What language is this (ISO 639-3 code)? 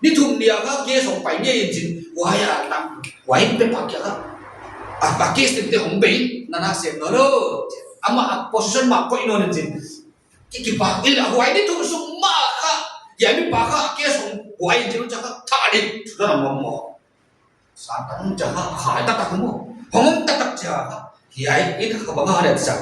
pck